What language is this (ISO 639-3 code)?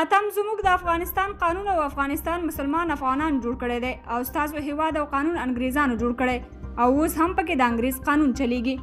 pus